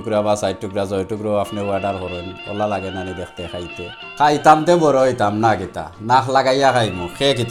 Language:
Sylheti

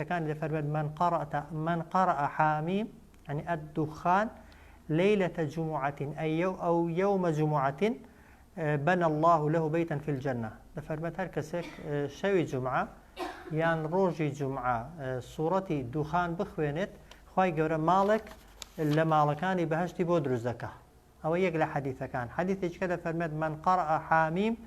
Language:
Central Kurdish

